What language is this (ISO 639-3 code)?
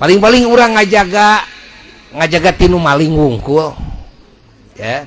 sun